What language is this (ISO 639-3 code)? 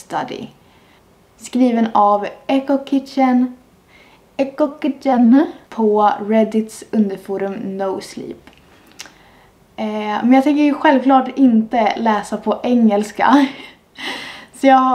swe